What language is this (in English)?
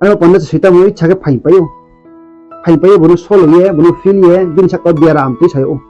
Riang (India)